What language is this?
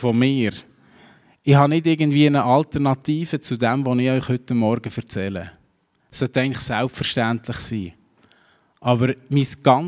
Swiss German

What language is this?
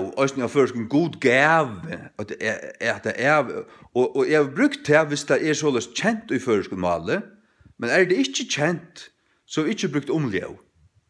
Faroese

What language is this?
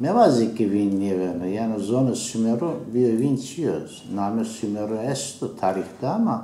Zaza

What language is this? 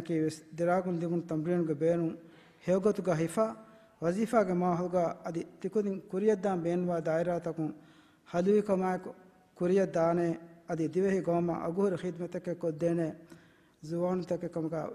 Divehi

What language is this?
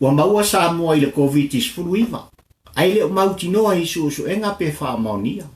Samoan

